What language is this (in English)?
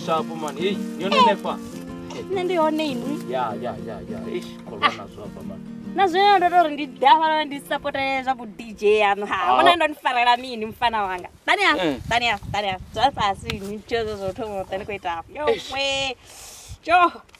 Venda